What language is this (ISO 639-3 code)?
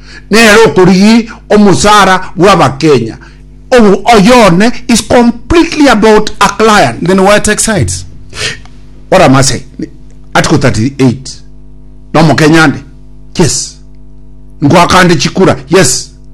guz